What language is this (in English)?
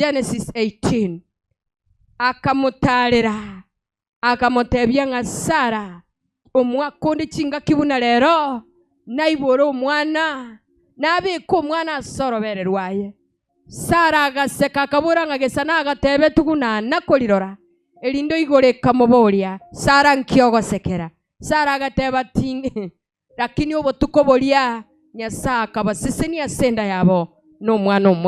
Gusii